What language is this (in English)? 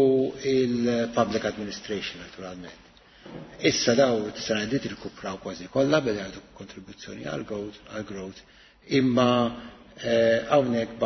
Maltese